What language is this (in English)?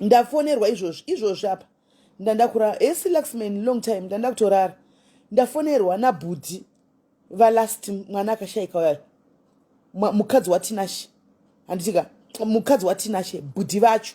Shona